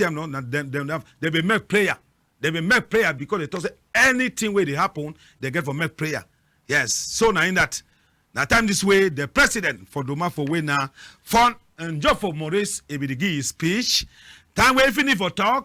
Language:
Cameroon Pidgin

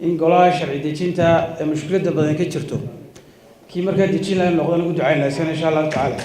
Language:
Somali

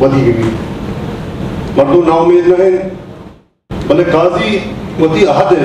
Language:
Baluchi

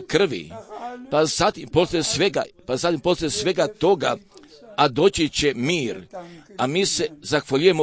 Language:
Croatian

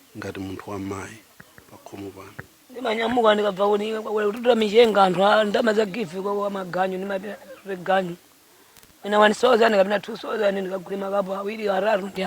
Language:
Nyanja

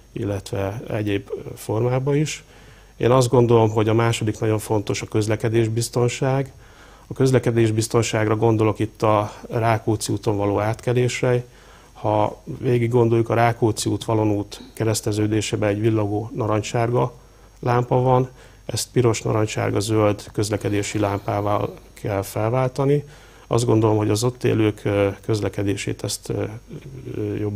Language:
Hungarian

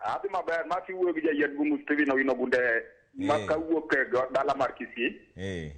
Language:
Luo (Kenya and Tanzania)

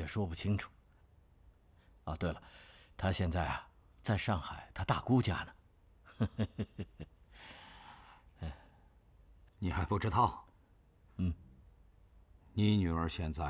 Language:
Chinese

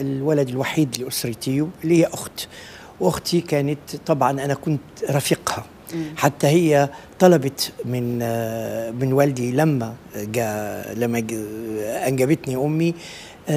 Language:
Arabic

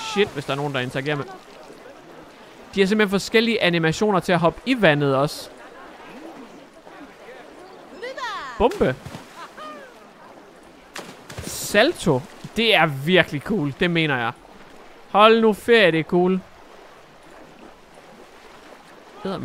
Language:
Danish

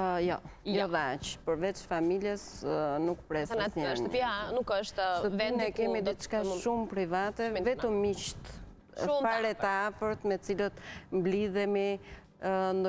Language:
Albanian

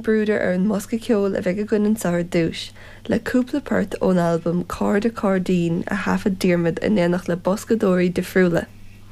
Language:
Irish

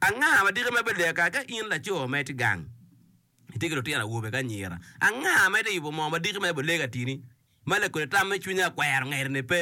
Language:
Acoli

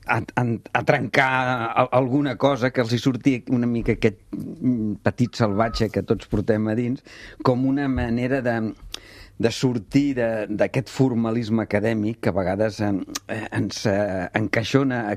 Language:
Catalan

